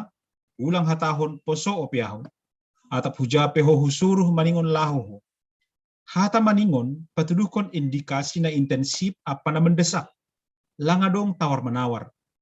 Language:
Batak Simalungun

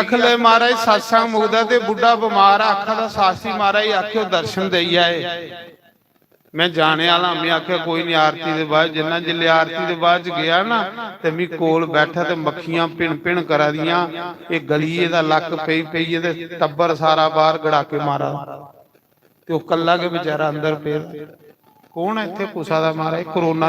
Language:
Dogri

